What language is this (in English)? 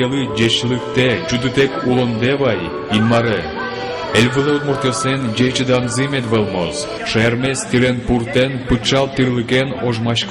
Udmurt